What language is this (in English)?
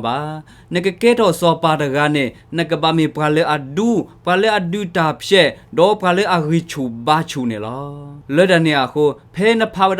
S'gaw Karen